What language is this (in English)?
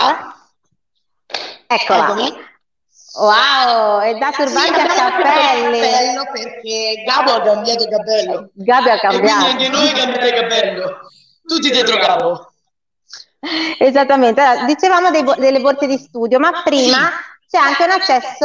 Italian